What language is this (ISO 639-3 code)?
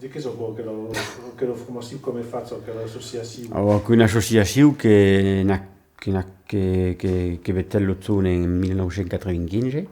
oci